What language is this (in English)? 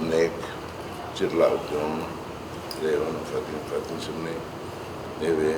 Tetum